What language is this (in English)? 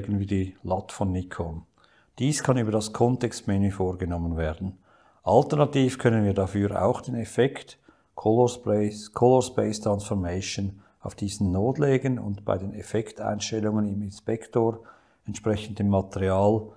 German